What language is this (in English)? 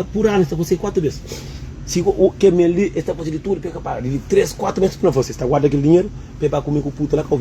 Kabuverdianu